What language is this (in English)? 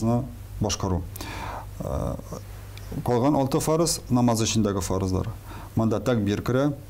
Tatar